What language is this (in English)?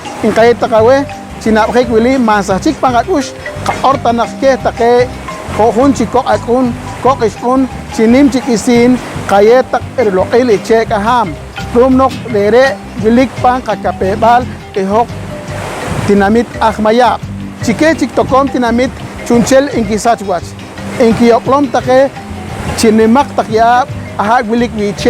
Poqomchi'